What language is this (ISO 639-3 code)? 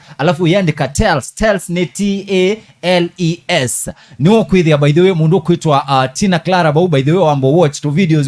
kam